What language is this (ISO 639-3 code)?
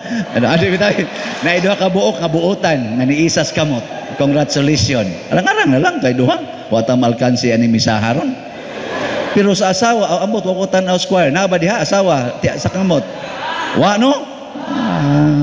ceb